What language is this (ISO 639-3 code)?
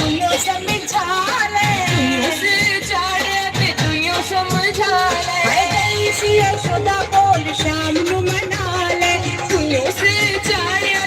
doi